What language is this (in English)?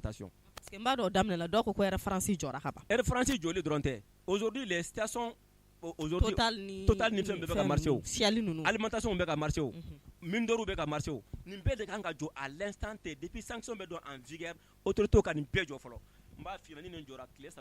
Bambara